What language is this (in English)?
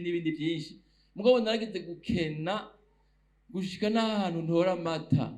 Rundi